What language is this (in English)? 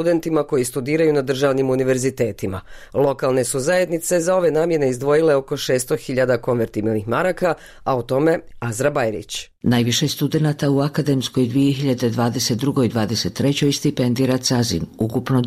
Bosnian